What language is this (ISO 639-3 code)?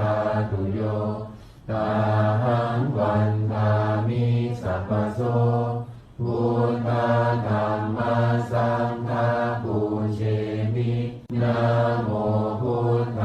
pli